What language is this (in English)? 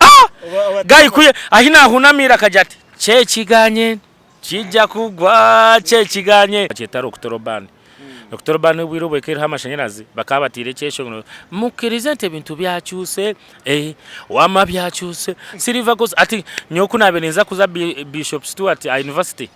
Nyankole